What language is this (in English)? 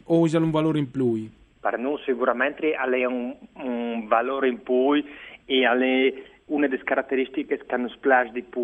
Friulian